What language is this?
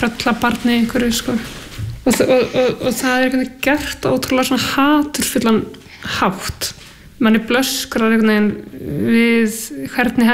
Icelandic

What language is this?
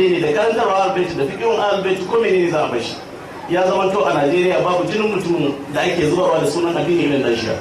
Hausa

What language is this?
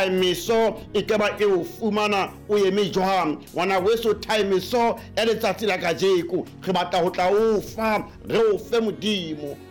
Southern Sotho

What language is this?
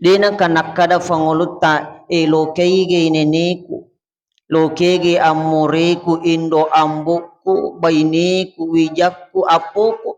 Buginese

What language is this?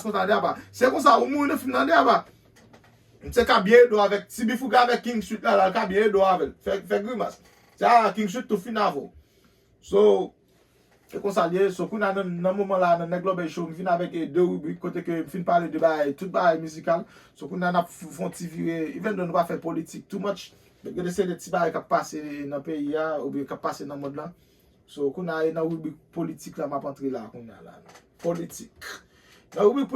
Haitian Creole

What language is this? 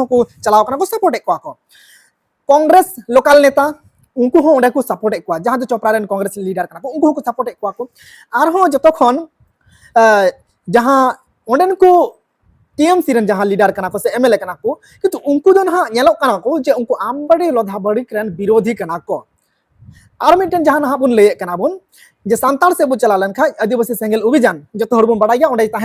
Santali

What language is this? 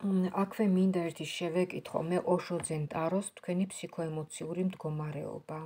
Georgian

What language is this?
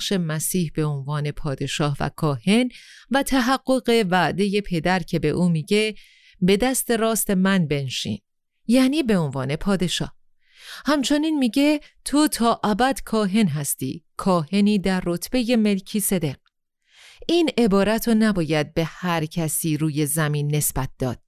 Persian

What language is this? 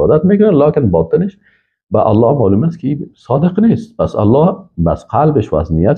Persian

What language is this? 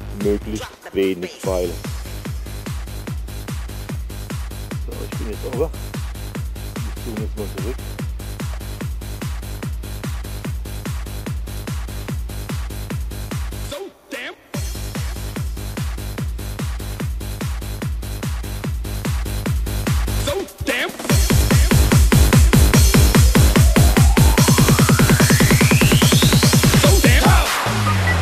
German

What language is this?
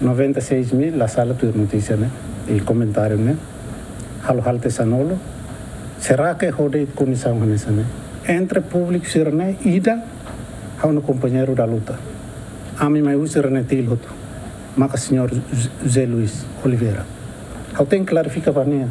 Tetum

